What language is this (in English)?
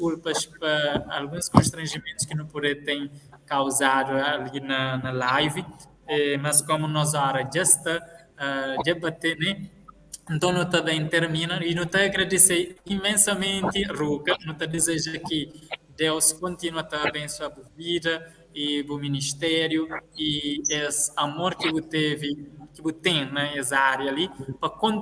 Kabuverdianu